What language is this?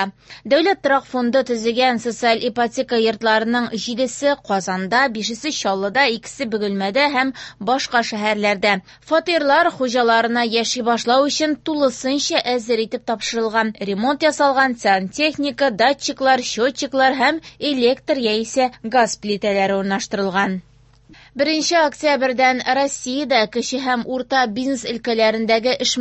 Tatar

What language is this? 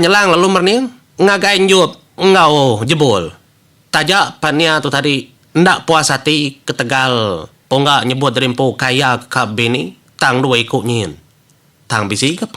Iban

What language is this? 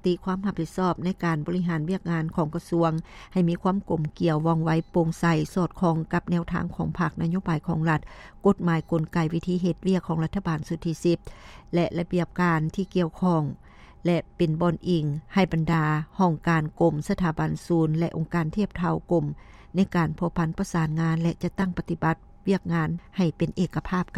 Lao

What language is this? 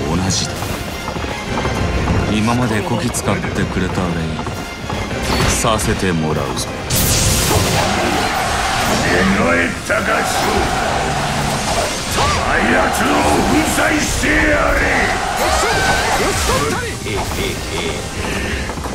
Japanese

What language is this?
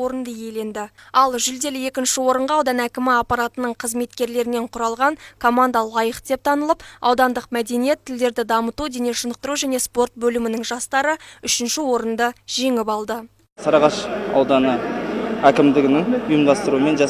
Kazakh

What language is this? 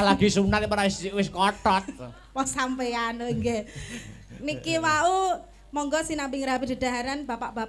Javanese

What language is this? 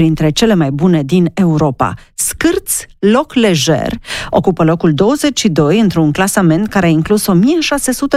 Romanian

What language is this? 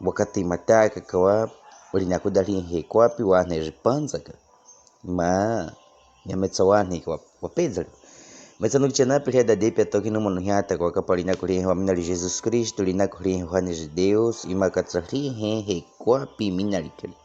Baniwa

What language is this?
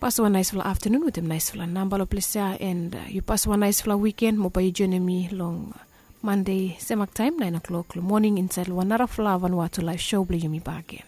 Bislama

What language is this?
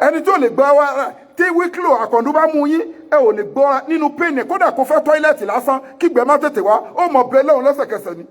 Yoruba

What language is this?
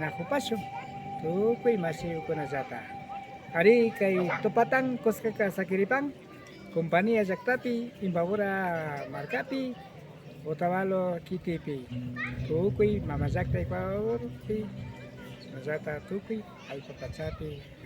Imbabura Highland Quichua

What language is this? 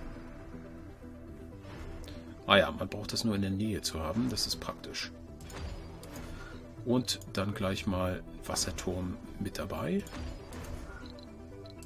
German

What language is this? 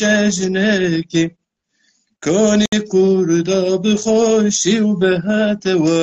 Zaza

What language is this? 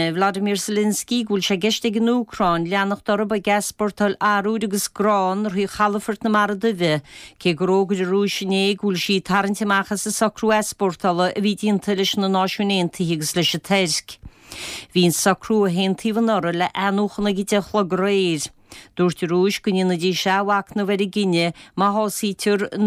Irish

